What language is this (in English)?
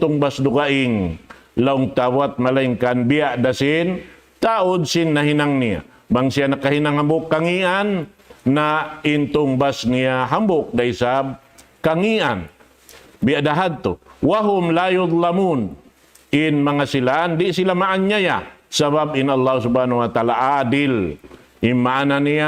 Tausug